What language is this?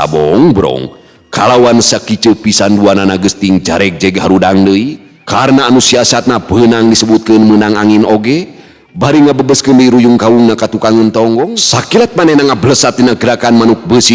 Sundanese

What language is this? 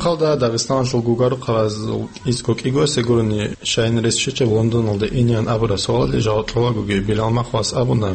Avaric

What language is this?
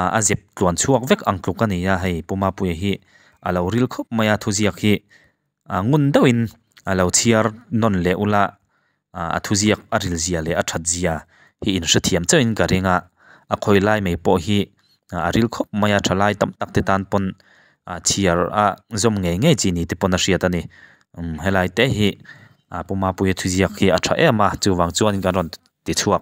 Mizo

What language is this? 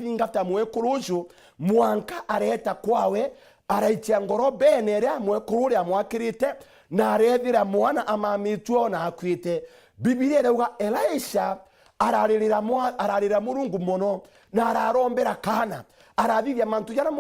Meru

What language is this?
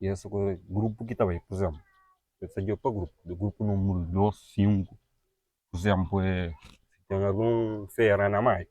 Kabuverdianu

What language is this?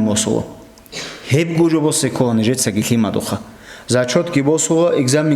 Avaric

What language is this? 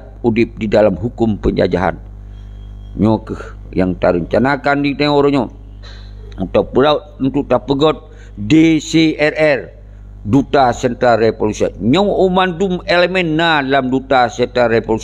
Achinese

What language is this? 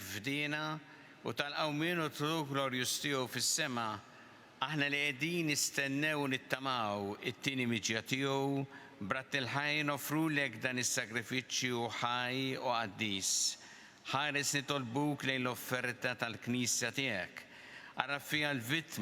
Maltese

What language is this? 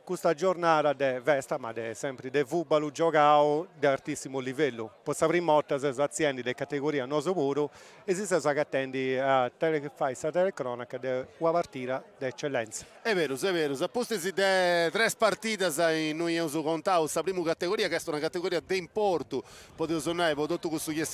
Sardinian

